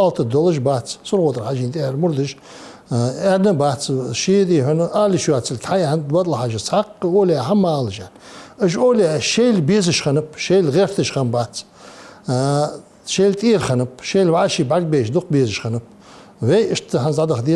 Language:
Ingush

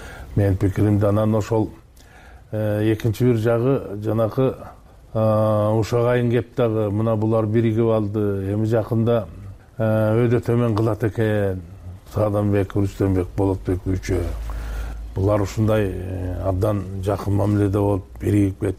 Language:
Kyrgyz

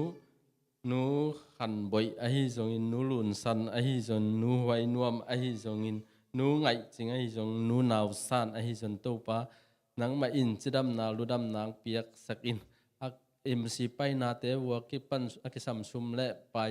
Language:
Tedim Chin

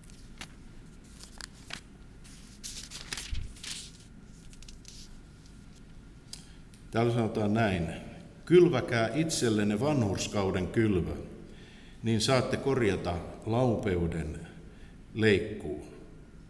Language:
Finnish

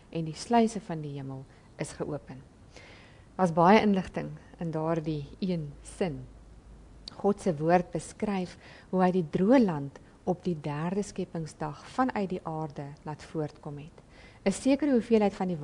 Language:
Afrikaans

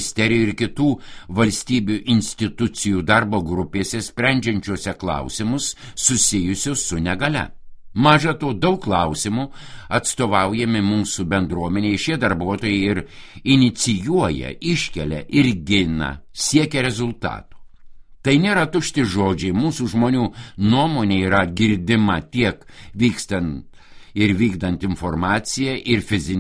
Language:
Lithuanian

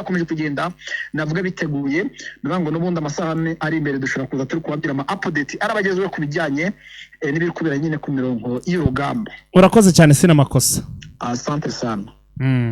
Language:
Kinyarwanda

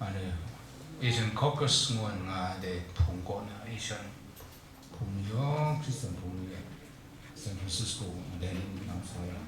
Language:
Kachin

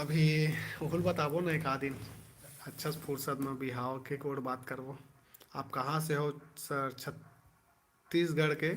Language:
Chhattisgarhi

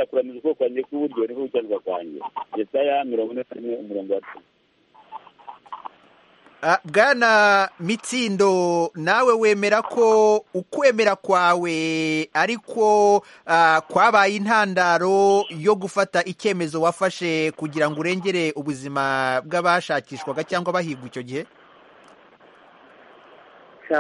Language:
Kinyarwanda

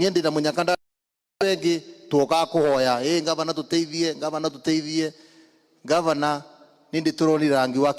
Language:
Kikuyu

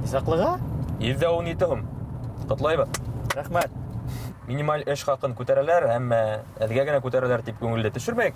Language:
Bashkir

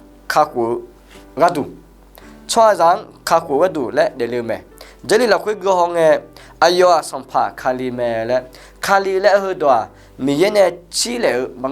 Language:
Akha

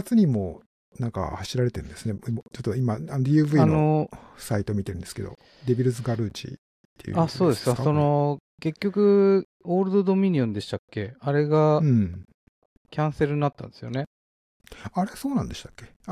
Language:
Japanese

